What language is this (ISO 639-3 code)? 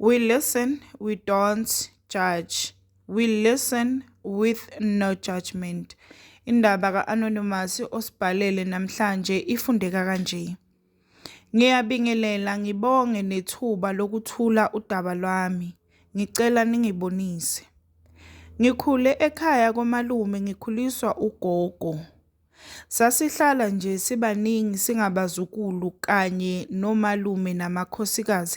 zul